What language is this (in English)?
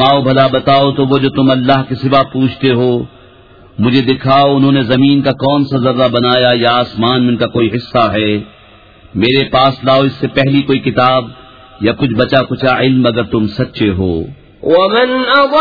Urdu